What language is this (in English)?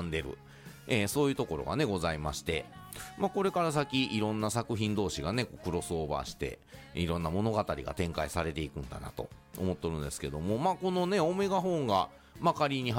Japanese